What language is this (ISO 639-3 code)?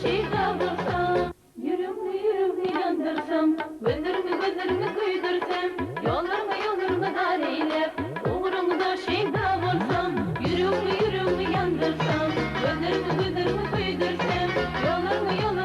tuk